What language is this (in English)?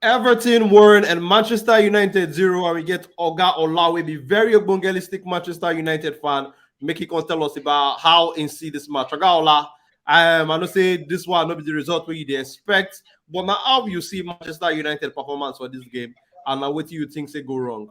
Nigerian Pidgin